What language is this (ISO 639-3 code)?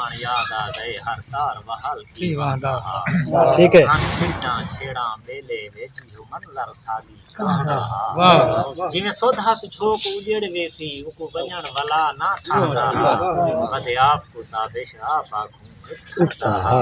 skr